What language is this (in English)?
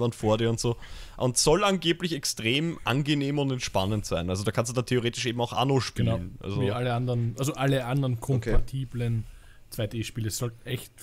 German